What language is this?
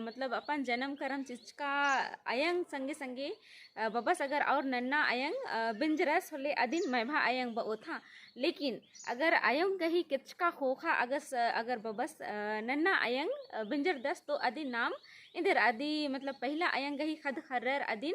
Kurukh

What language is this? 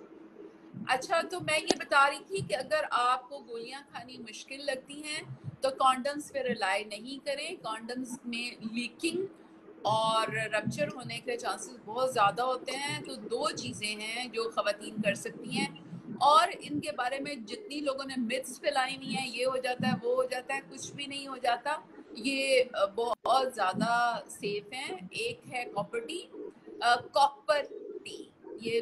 Urdu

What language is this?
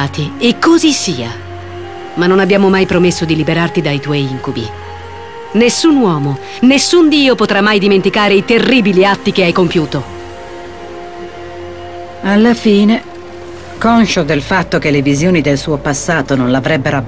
Italian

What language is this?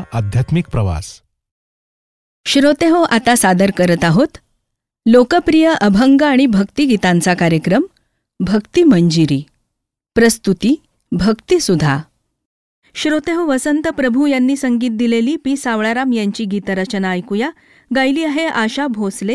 Marathi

